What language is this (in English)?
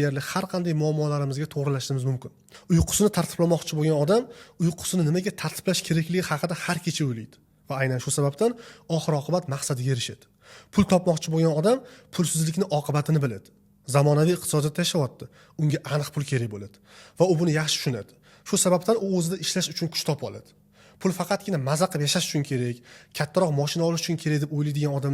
Uzbek